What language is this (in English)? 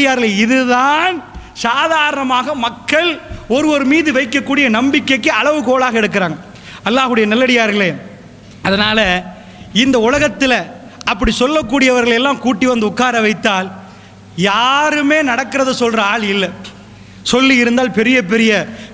Tamil